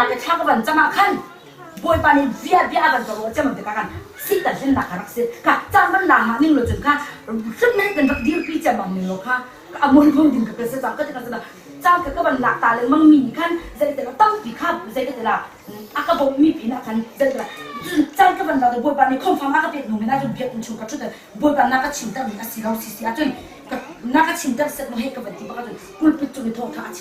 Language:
Hakha Chin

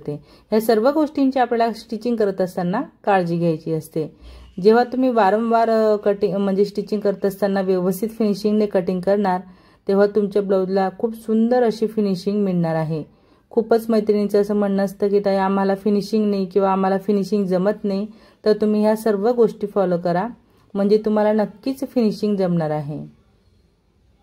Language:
Marathi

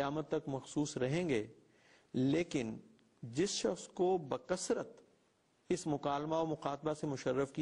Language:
Urdu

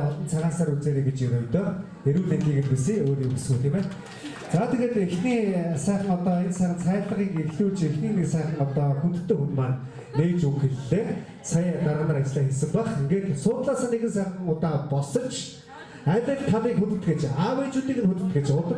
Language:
Mongolian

